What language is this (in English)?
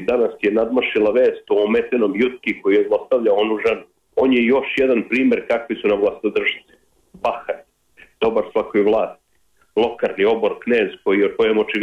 Serbian